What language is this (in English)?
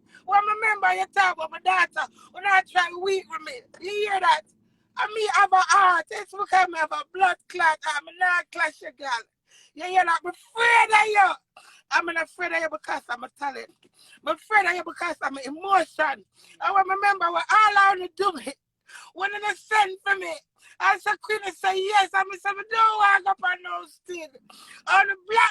Jamaican Creole English